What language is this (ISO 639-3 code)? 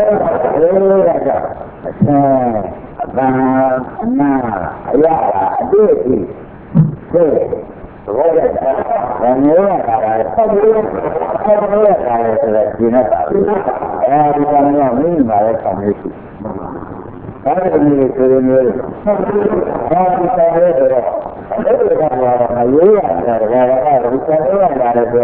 mya